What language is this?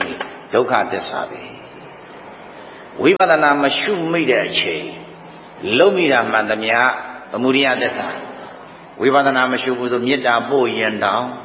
Burmese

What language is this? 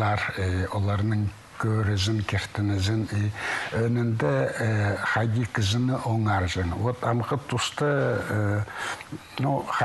Khakas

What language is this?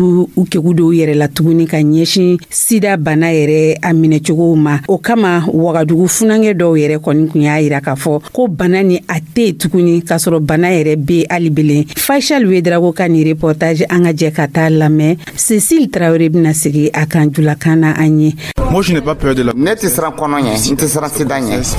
Dyula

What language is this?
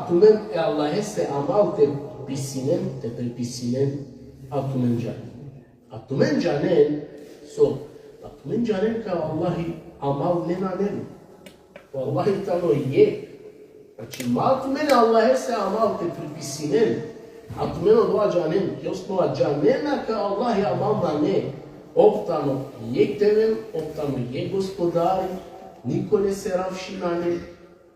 Balkan Romani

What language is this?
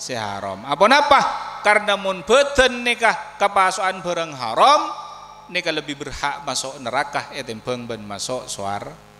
Madurese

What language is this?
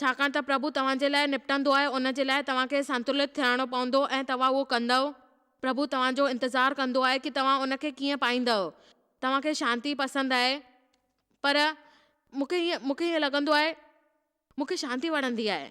Sindhi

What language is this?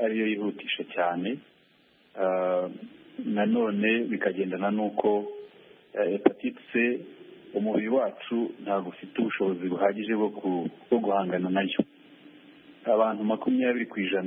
Kinyarwanda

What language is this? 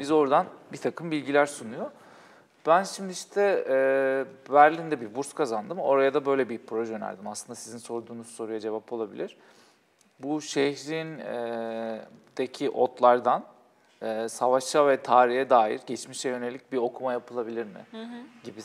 Turkish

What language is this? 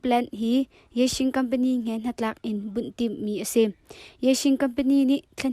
Hakha Chin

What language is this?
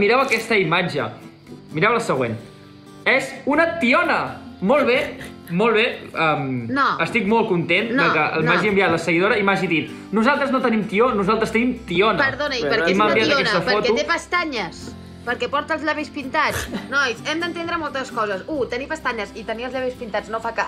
Catalan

